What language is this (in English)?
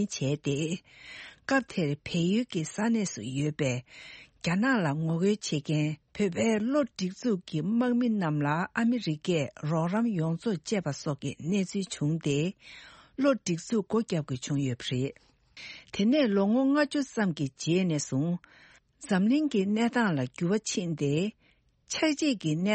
Tibetan